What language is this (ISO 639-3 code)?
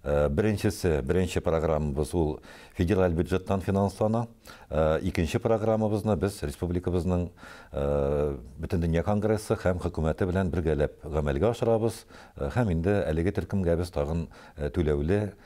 tat